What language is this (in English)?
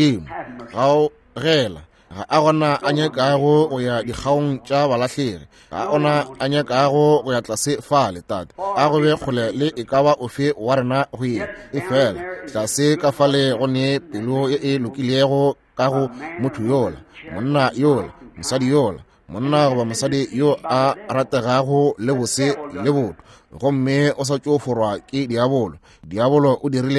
Northern Sotho